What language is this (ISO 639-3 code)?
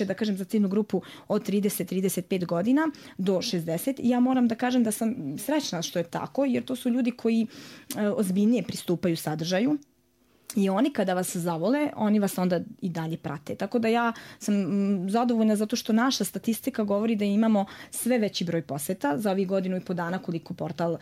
srp